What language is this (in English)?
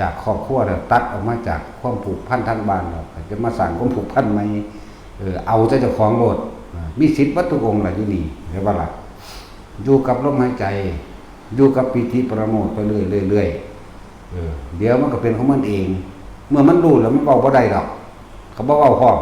Northeastern Thai